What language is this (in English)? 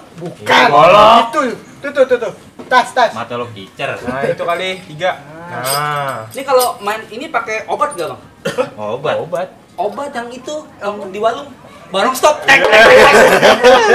Betawi